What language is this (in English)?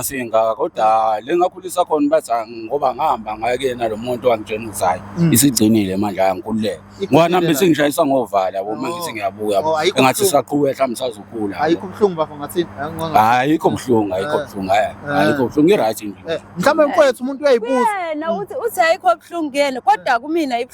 Zulu